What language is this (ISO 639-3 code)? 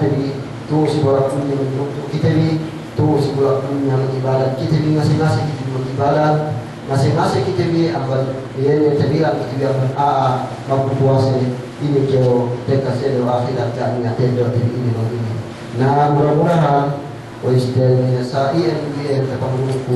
yka